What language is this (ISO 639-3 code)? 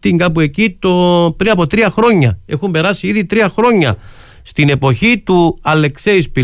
ell